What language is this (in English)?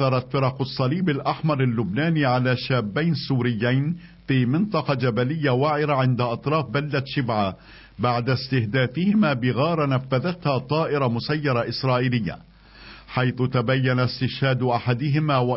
Arabic